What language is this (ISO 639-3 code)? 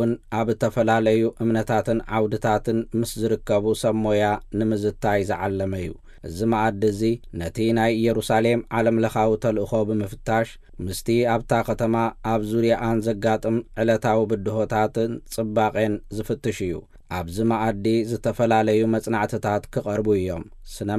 tir